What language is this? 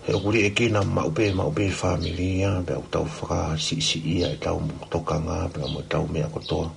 Tongan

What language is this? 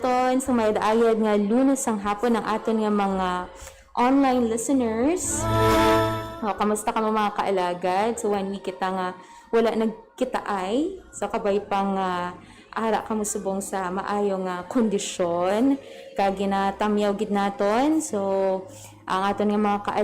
Hiligaynon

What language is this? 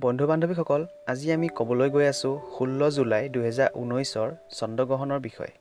Assamese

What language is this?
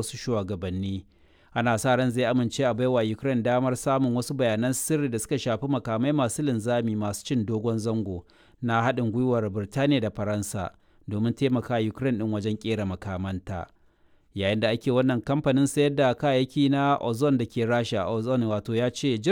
Hausa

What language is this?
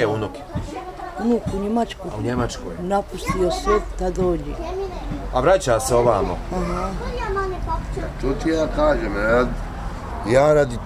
Bosnian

